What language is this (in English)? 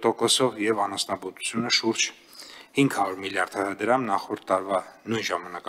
Armenian